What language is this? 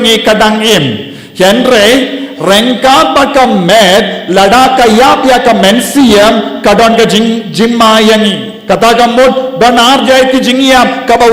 Khasi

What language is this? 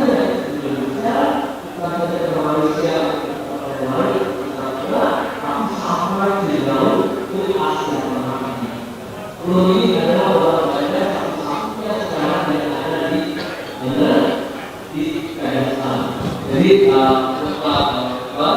Banjar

